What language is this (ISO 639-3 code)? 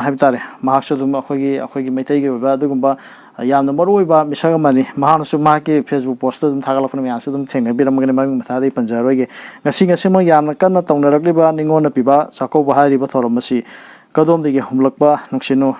mni